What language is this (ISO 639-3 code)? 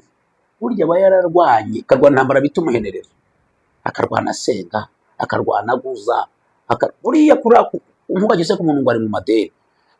kin